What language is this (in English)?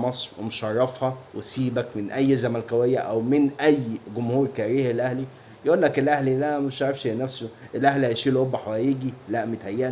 Egyptian Arabic